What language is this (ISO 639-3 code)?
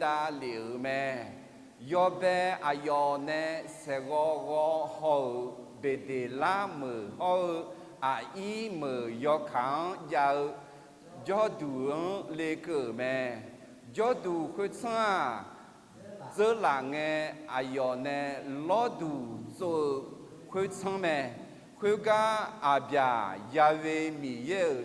ahk